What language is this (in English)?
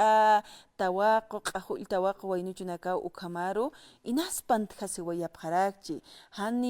Aymara